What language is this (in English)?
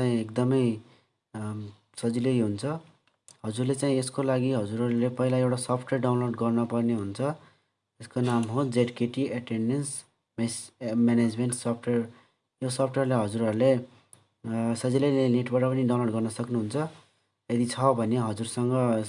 Nepali